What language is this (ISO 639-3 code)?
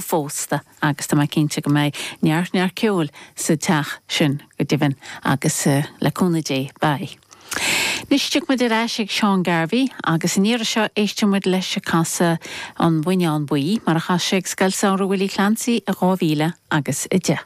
gle